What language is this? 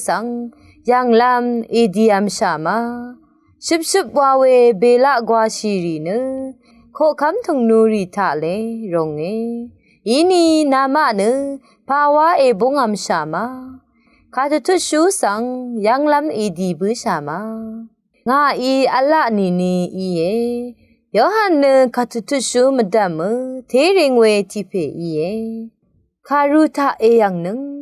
Rawang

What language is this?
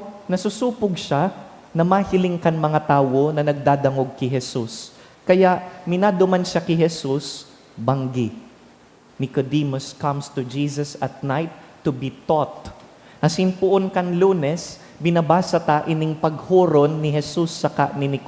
Bikol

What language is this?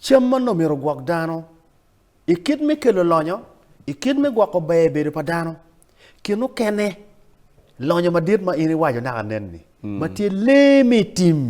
Acoli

